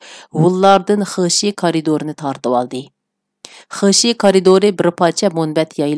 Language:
Uyghur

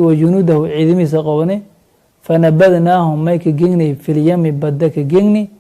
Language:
Somali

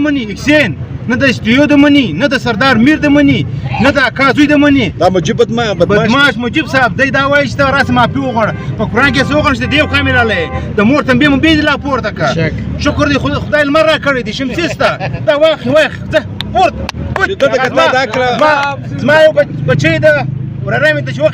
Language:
Pashto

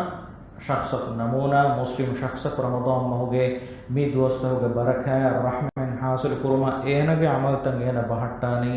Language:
Divehi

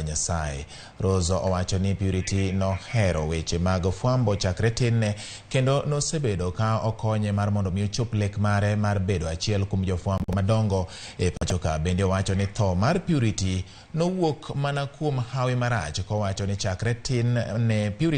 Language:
Luo (Kenya and Tanzania)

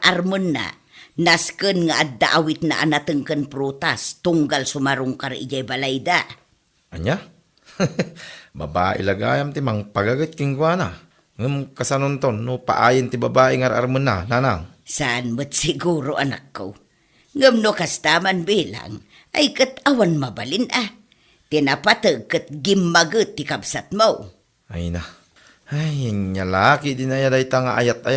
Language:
Iloko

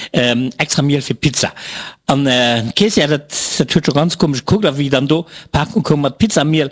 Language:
Luxembourgish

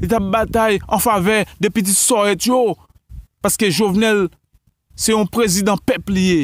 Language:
Haitian Creole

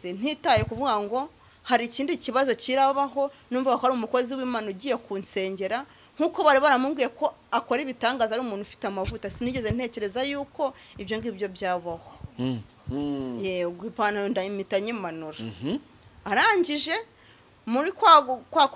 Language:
Kinyarwanda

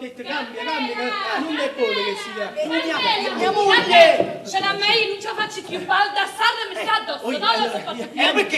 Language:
Neapolitan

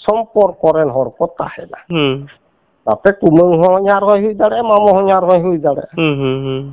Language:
Santali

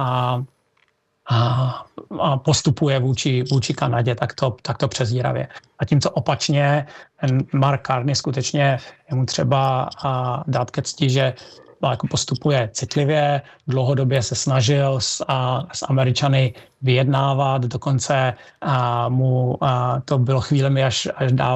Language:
Czech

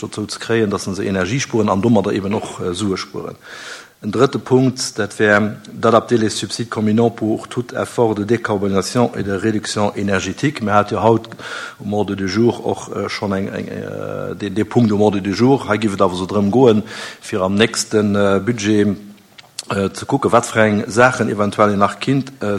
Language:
Luxembourgish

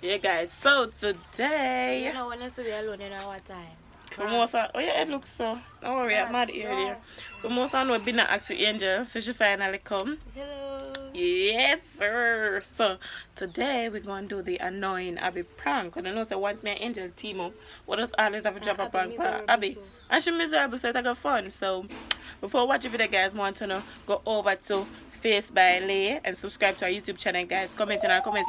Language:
Jamaican Creole English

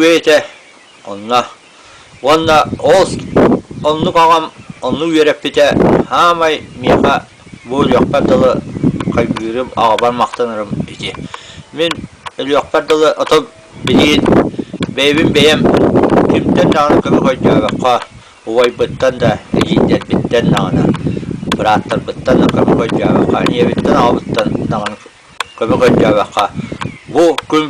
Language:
Yakut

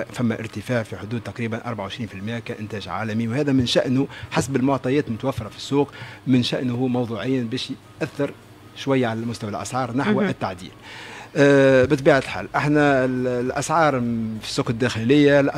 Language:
Tunisian Arabic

